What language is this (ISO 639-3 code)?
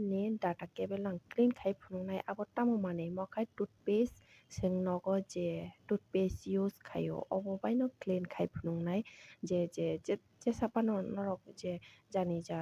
trp